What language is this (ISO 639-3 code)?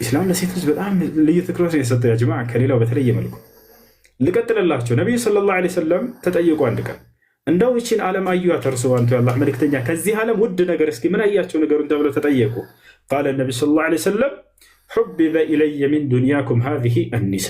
amh